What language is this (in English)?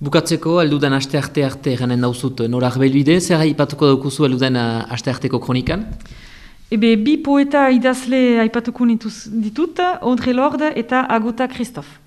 Basque